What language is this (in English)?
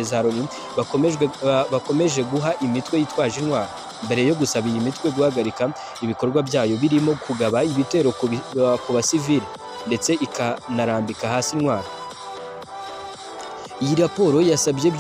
Kinyarwanda